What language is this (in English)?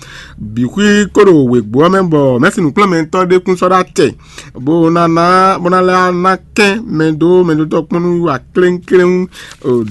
Fon